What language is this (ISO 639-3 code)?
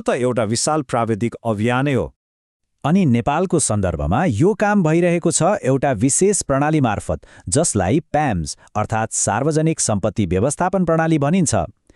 nep